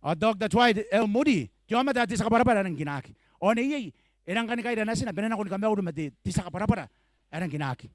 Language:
Gilbertese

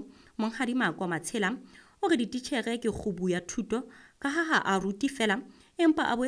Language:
Southern Sotho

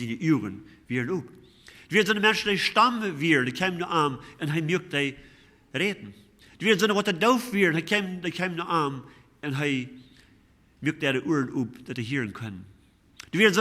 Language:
Plautdietsch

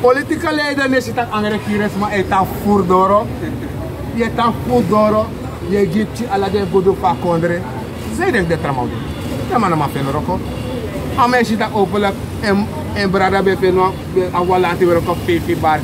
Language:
Sranan Tongo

